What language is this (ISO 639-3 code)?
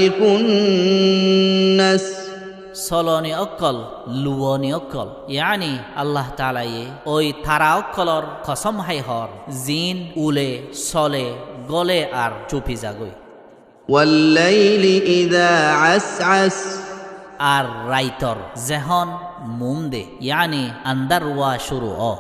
rhg